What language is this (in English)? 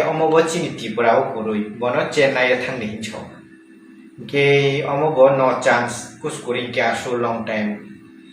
Kok Borok